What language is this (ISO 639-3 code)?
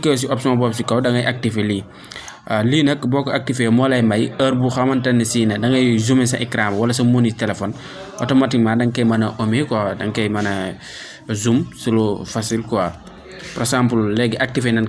wol